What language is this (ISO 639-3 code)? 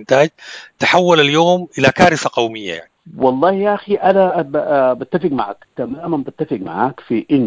apd